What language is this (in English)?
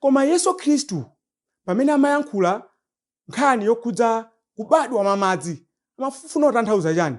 Nyanja